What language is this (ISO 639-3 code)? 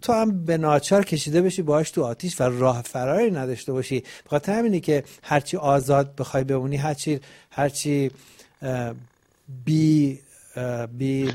fas